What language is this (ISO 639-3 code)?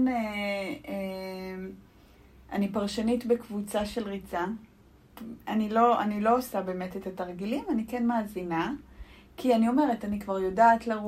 heb